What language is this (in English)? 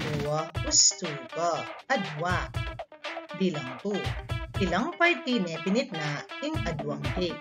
Pampanga